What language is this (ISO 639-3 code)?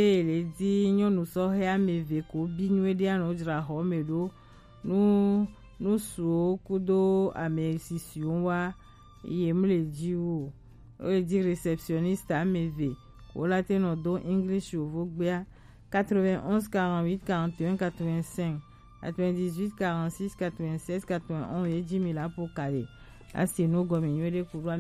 gej